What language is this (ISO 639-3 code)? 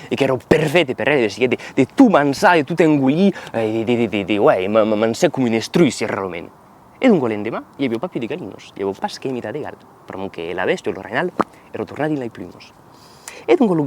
oci